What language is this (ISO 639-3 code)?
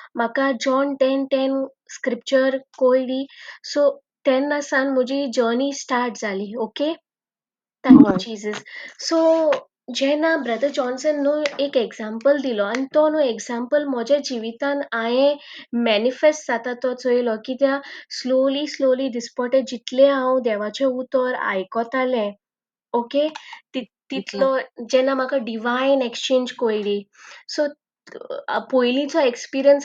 kok